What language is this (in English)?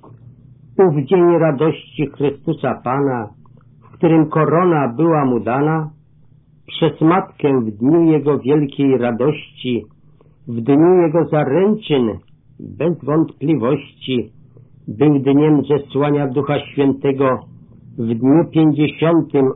Polish